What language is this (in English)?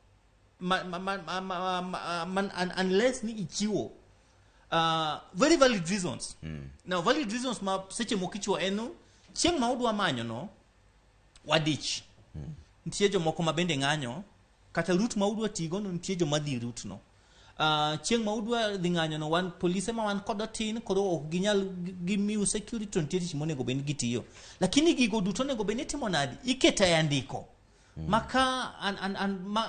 Luo (Kenya and Tanzania)